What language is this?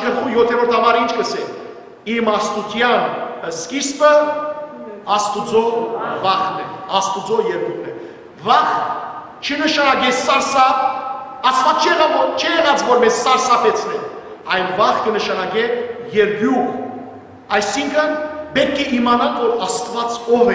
Western Armenian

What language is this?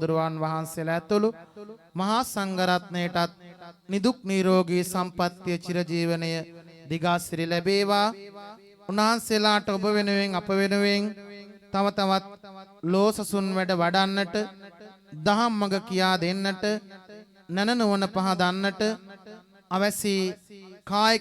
Sinhala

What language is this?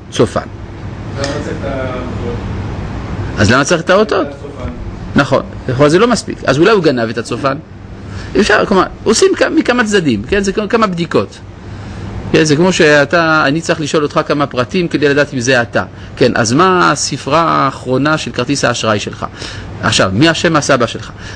Hebrew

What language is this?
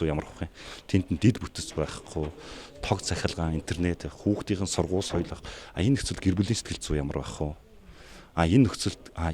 Mongolian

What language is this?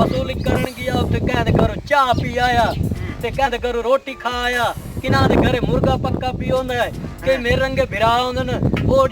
Saraiki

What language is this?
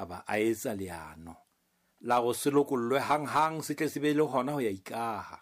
Southern Sotho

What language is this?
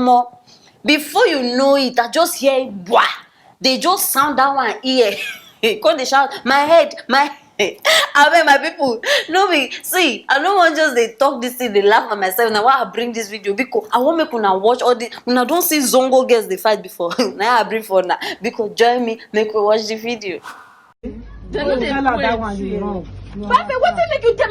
Nigerian Pidgin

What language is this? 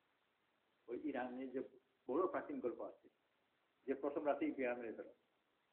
Bangla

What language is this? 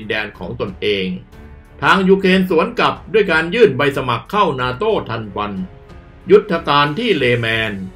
Thai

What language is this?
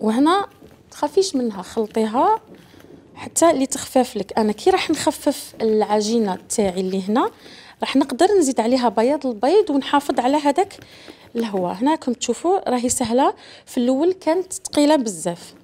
Algerian Arabic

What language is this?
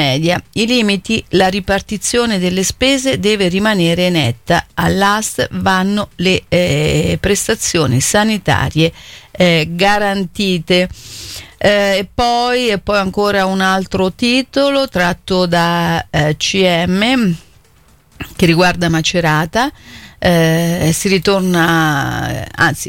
Italian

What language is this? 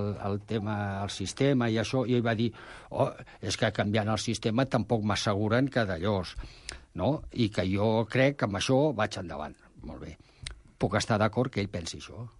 Catalan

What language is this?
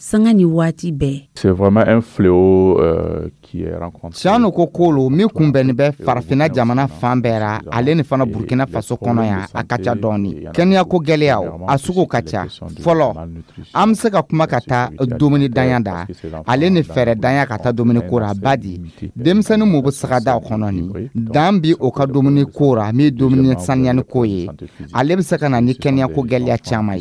Dyula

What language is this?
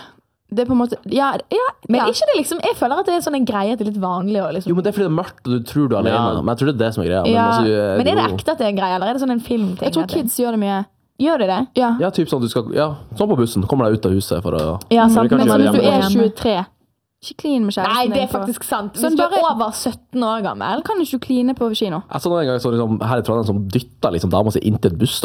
Norwegian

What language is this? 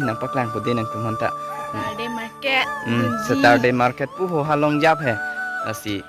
Karbi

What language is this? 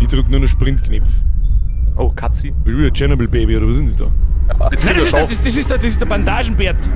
Bavarian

